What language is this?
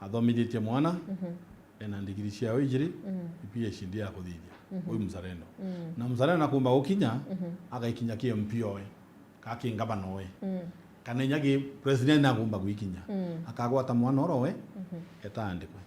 Meru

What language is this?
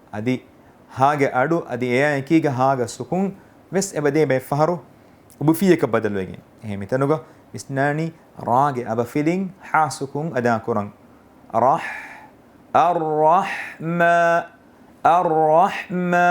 Divehi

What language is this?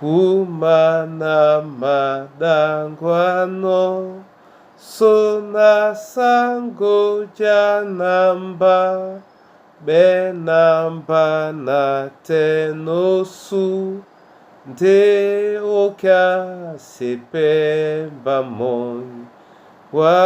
Duala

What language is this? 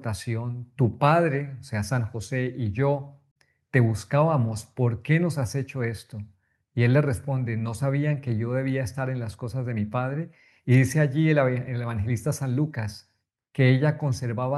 Spanish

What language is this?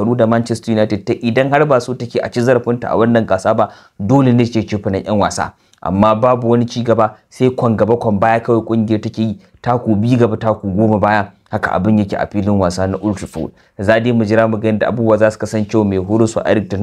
Hausa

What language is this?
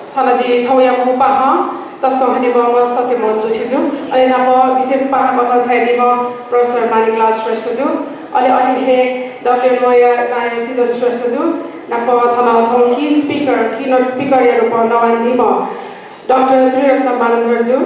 Newari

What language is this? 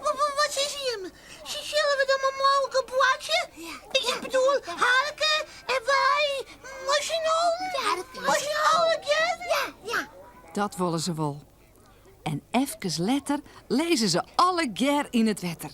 Western Frisian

